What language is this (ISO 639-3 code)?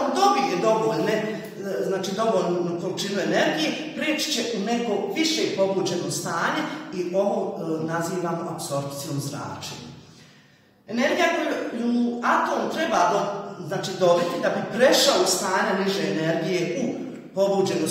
hrv